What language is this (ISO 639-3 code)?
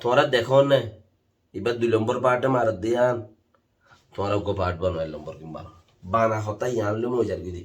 rhg